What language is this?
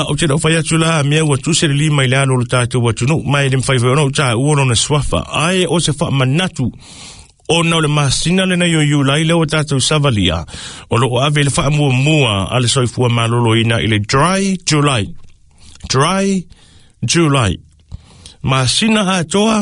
Samoan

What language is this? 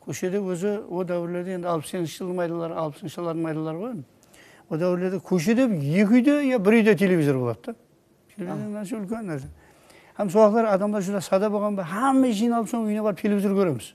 Kara-Kalpak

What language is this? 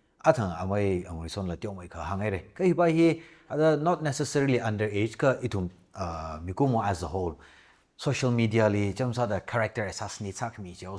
Tangkhul Naga (India)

